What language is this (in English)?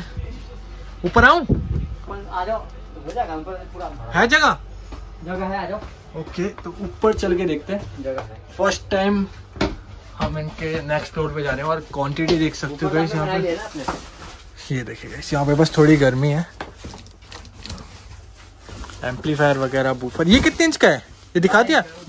Hindi